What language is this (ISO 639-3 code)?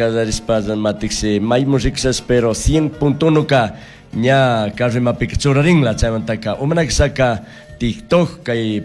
qug